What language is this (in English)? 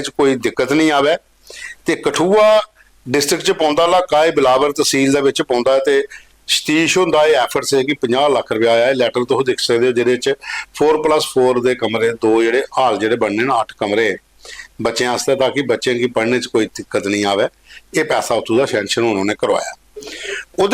Dogri